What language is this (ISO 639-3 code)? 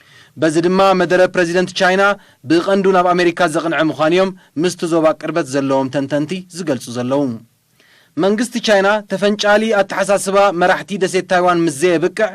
tir